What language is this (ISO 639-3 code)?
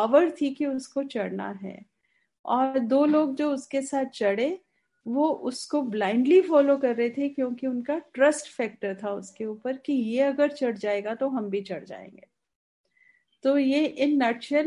hin